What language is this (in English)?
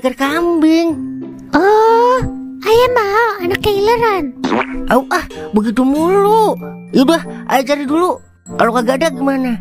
Betawi